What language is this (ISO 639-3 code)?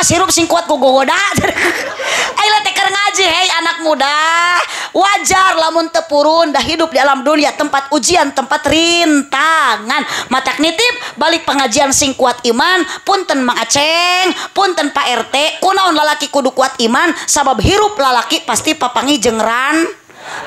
sun